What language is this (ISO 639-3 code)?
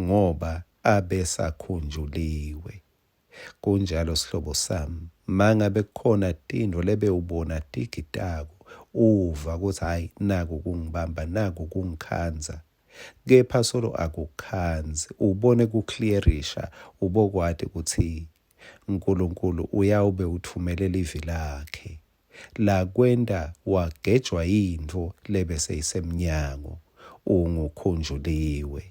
ssw